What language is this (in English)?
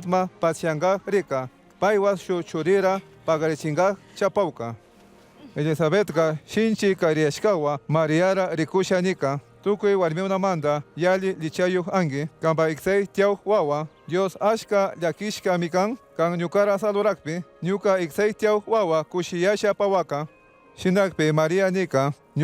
Chimborazo Highland Quichua